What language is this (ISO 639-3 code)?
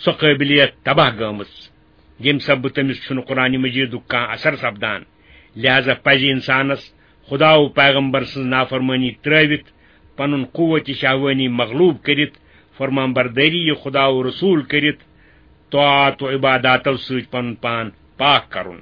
kas